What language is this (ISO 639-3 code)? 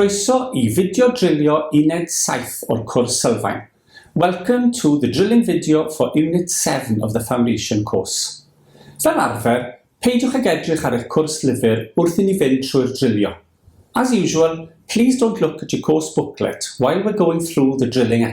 cym